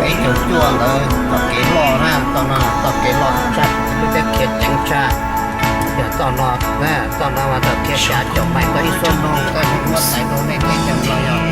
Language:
Hmong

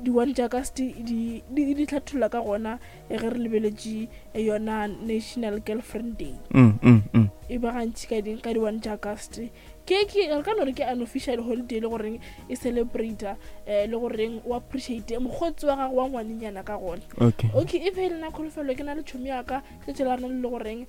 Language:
Northern Sotho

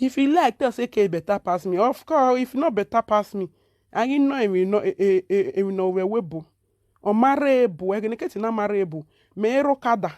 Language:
Nigerian Pidgin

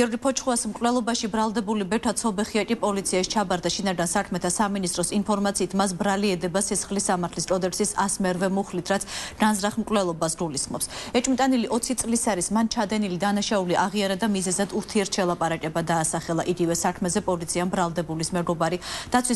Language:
Georgian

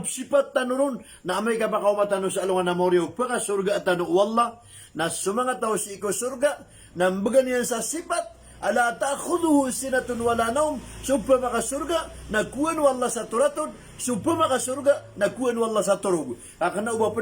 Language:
Maranao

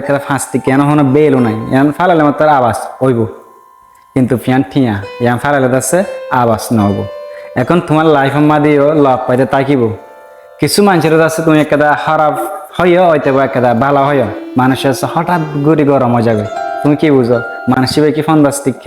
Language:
Rohingya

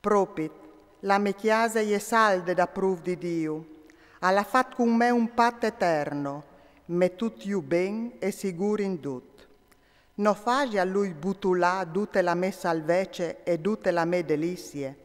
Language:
Friulian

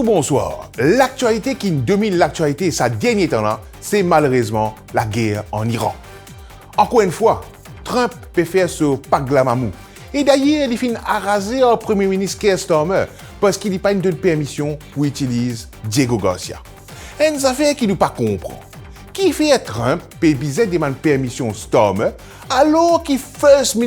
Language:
Morisyen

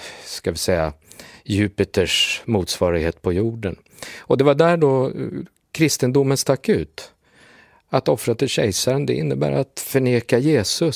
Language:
Swedish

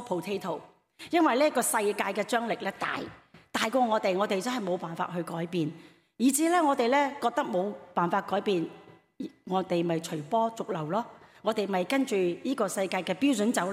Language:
Cantonese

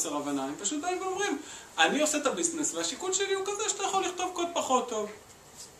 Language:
Hebrew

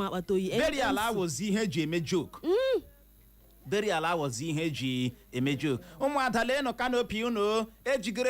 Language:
Igbo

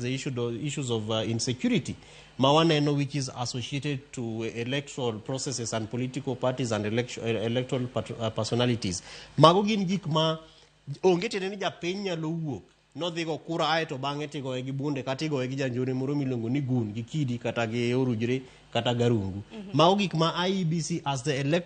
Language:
Luo (Kenya and Tanzania)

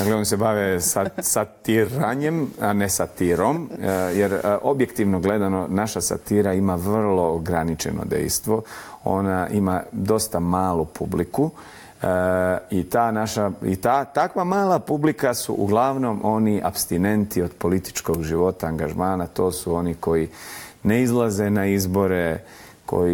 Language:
Bosnian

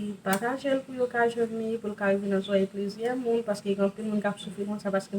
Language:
Haitian Creole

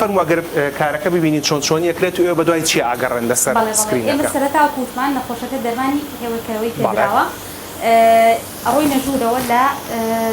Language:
Central Kurdish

